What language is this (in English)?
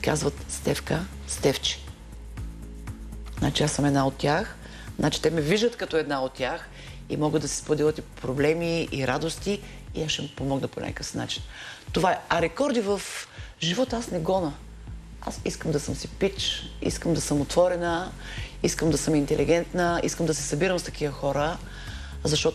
Bulgarian